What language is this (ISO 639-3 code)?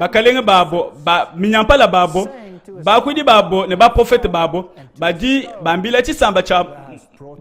lua